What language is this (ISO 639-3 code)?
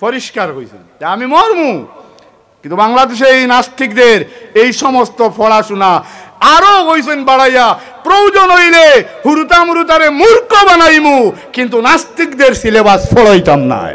syl